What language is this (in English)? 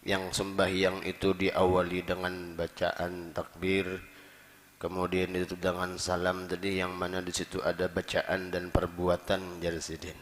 Banjar